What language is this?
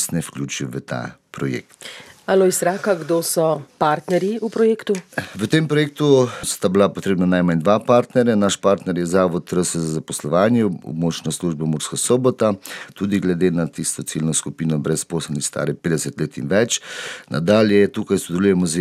Slovenian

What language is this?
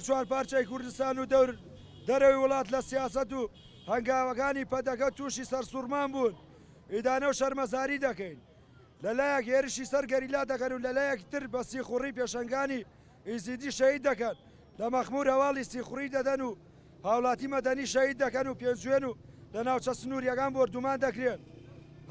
Central Kurdish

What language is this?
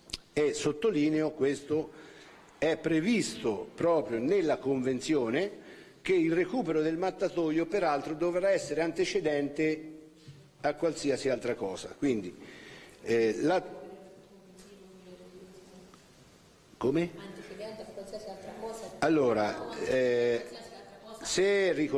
Italian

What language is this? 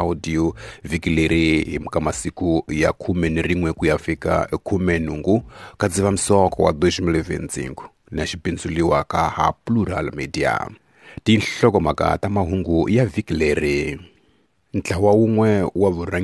Tsonga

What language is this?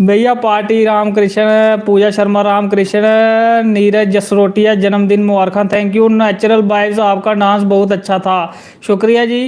Dogri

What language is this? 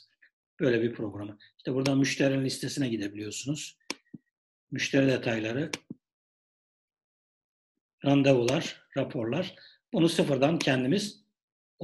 Turkish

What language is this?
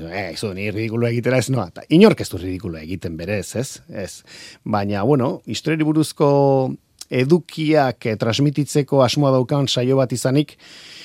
Basque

